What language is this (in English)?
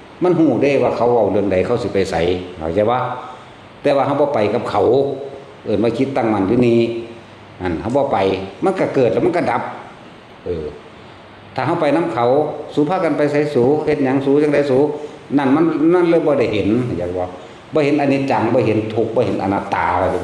Northeastern Thai